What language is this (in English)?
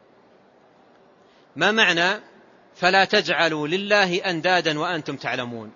Arabic